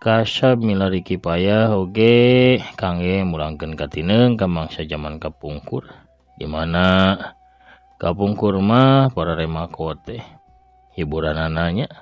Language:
Sundanese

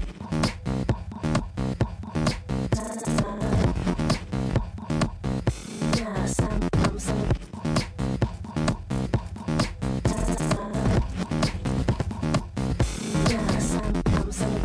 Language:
Hungarian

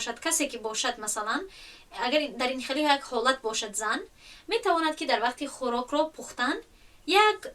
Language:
Tajik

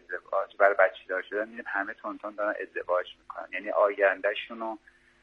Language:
Persian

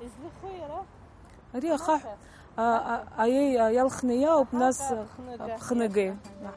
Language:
Abkhazian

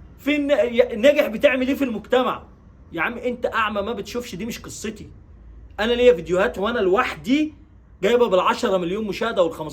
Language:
Egyptian Arabic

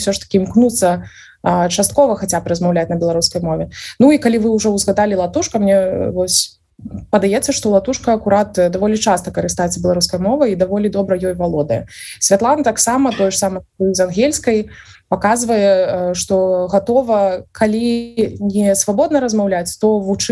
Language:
Belarusian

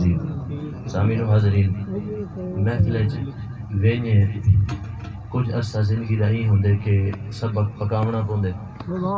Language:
Saraiki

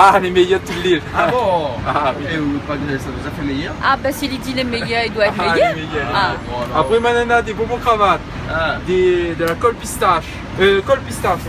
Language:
Réunion Creole French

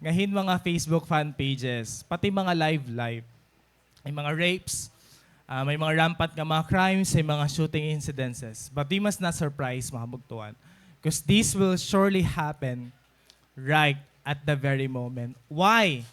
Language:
Waray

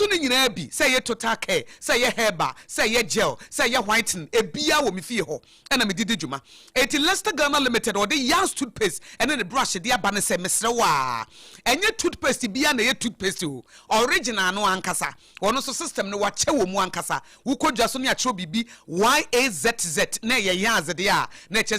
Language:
Akan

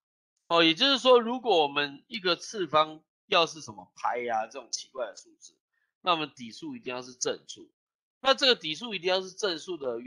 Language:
Chinese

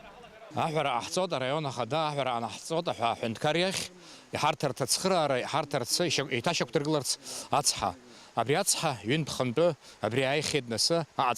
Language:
Abkhazian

